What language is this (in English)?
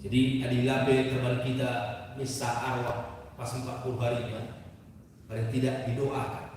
Batak Karo